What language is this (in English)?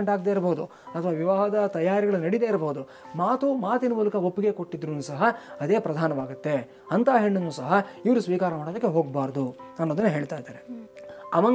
Kannada